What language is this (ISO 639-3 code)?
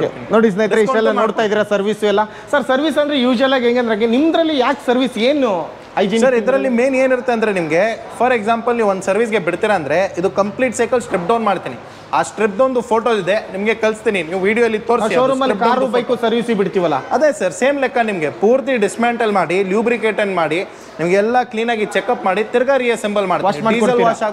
kan